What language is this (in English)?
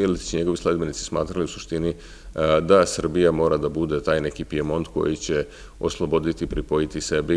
Serbian